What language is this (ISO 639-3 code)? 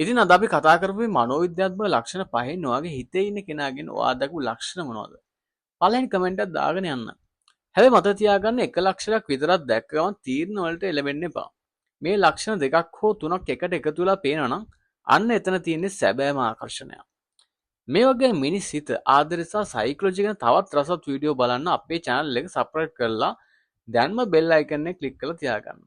sin